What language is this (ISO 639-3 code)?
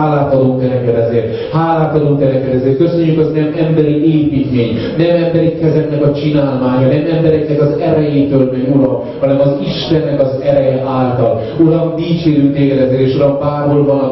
hun